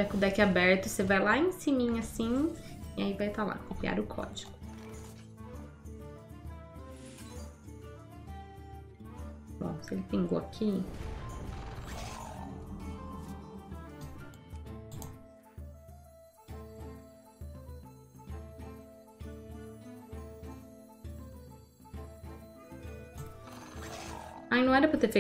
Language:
Portuguese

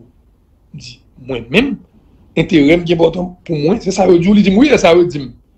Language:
Haitian Creole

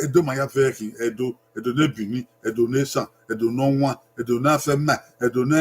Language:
Bini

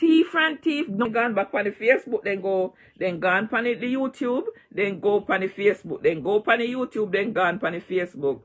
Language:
Jamaican Creole English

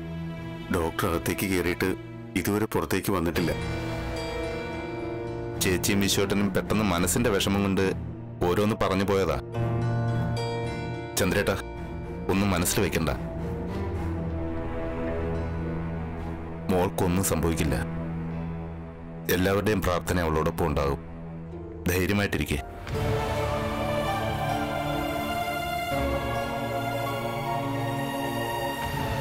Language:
Malayalam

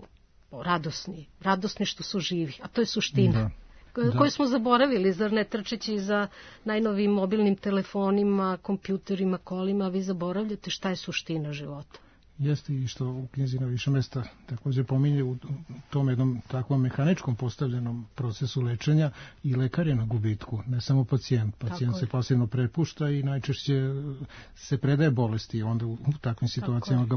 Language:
Serbian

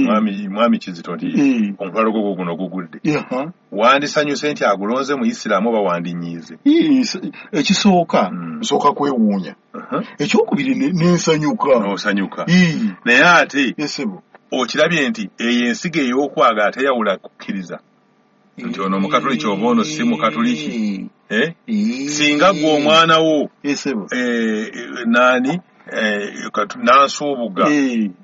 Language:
Ganda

